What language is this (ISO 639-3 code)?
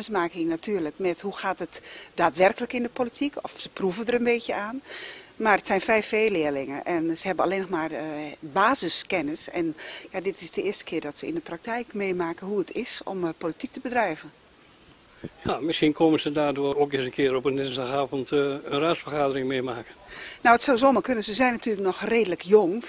nld